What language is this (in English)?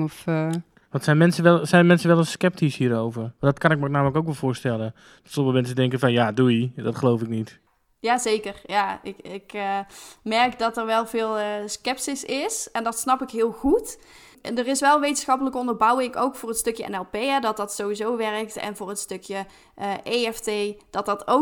Dutch